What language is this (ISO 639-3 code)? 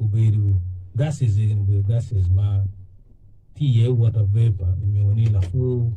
ach